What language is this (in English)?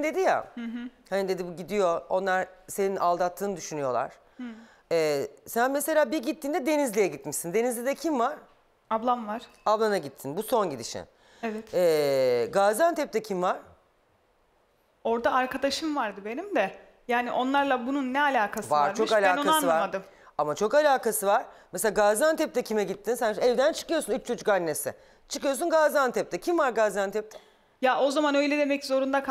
Turkish